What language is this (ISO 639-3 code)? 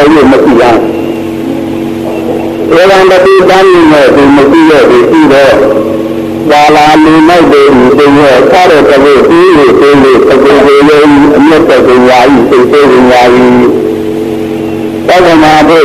mya